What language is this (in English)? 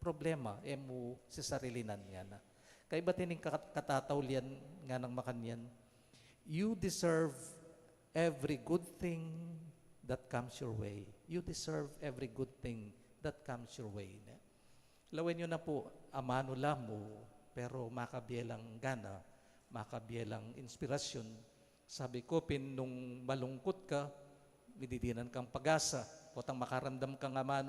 Pampanga